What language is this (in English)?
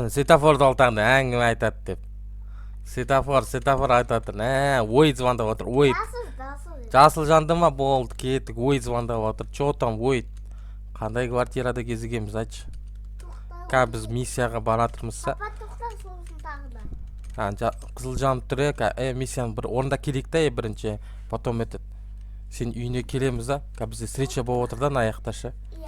Kazakh